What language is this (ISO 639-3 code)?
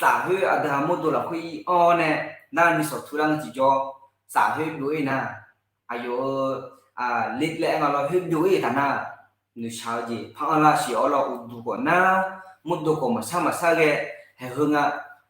ahk